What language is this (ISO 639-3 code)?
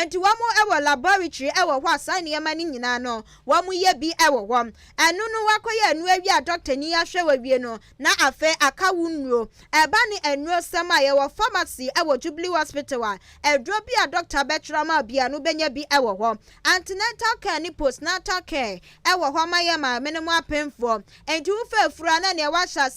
aka